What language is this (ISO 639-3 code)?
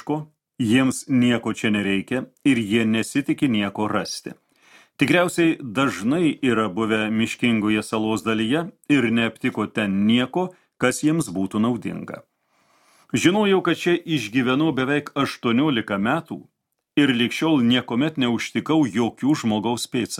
lit